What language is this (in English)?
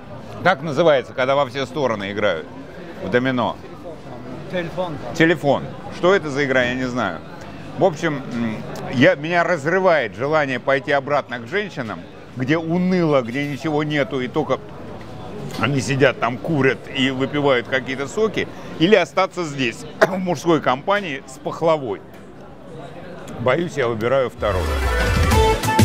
Russian